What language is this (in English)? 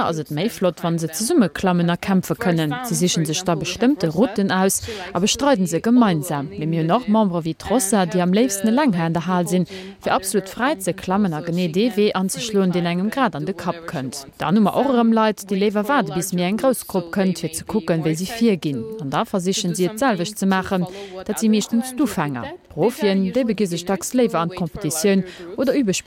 Luxembourgish